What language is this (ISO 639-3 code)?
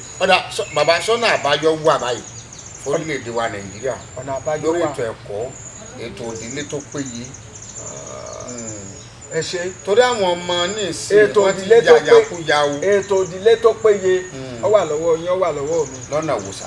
yor